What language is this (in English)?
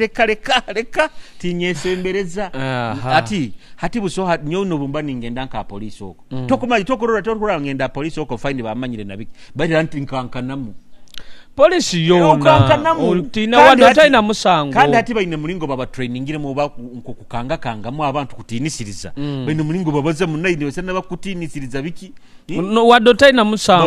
Nyoro